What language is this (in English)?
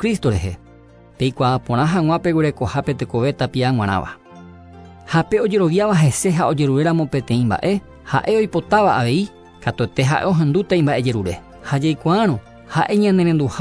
Guarani